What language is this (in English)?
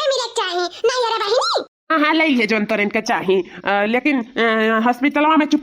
Awadhi